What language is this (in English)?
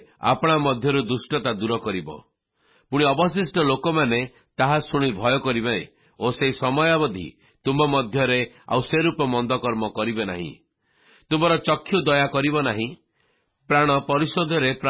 Odia